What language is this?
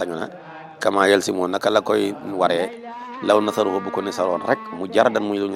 Wolof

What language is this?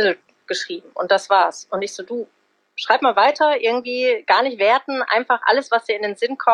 German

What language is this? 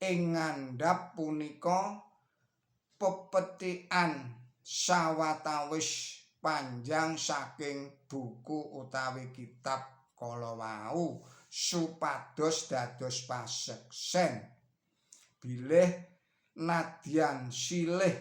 Javanese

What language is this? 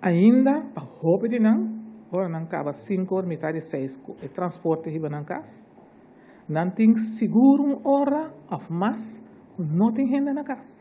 Papiamento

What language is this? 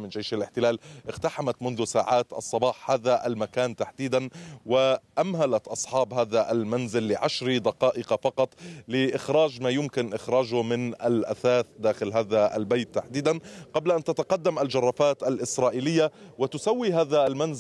Arabic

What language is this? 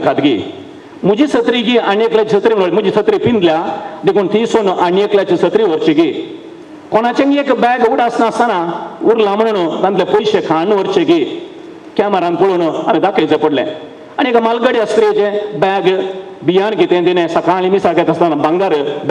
Konkani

